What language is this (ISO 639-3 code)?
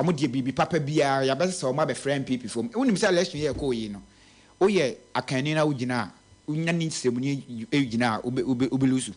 aka